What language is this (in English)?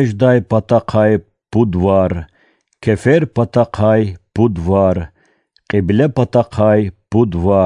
Lezghian